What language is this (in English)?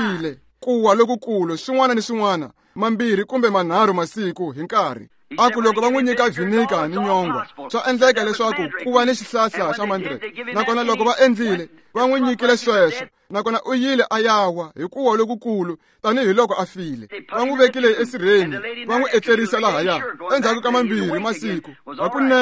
Tsonga